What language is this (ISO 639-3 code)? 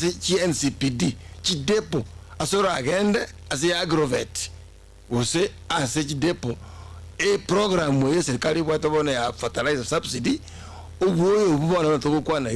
guz